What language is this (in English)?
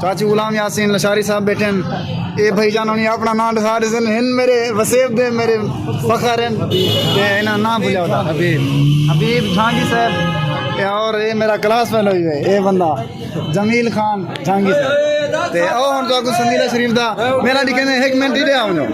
Saraiki